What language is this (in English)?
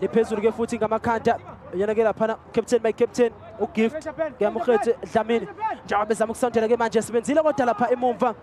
Zulu